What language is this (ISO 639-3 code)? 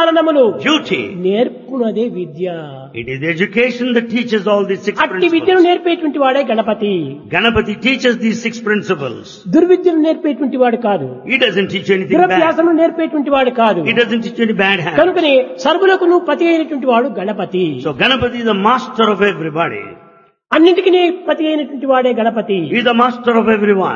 tel